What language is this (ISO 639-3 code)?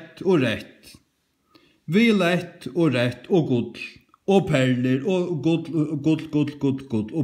fao